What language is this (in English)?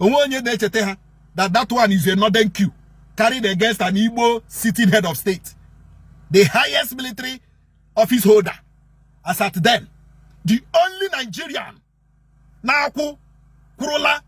Igbo